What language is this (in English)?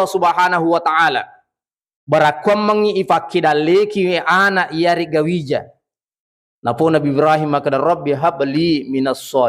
Buginese